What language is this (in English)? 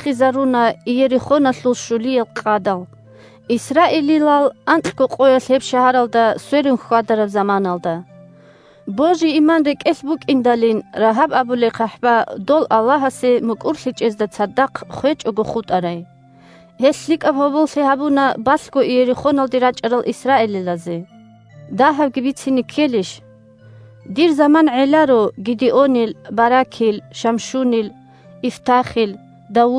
Avaric